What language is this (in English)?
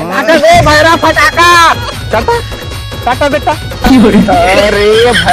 Chhattisgarhi